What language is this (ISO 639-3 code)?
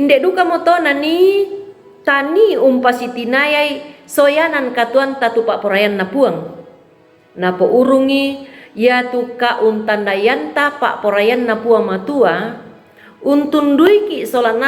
sda